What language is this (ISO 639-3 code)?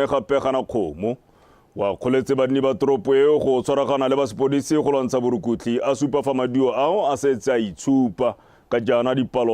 tsn